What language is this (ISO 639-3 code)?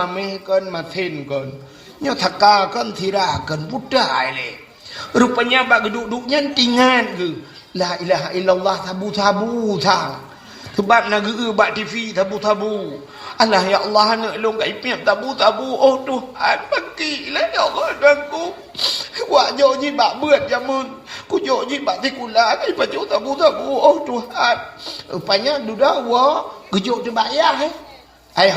ace